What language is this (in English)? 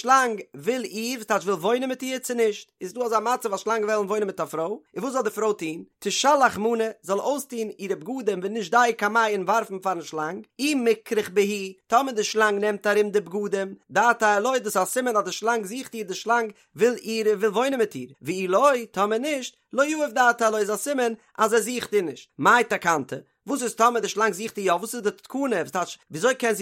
Yiddish